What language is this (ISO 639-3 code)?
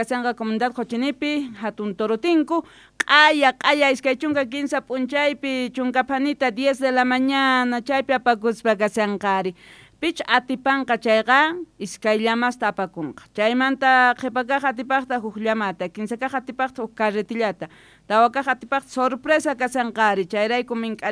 quh